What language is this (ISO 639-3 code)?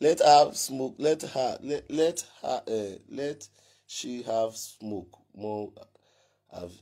pcm